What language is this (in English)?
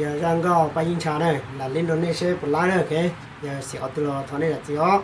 Hmong